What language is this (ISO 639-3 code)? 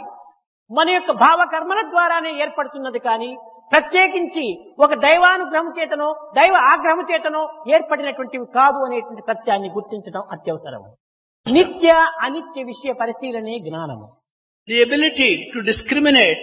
tel